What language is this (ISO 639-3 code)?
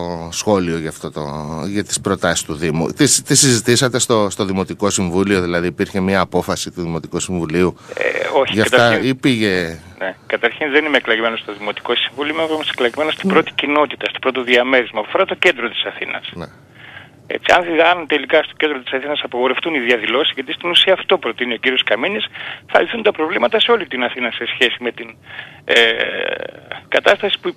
ell